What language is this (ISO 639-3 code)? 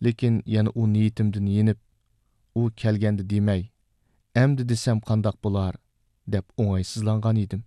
uig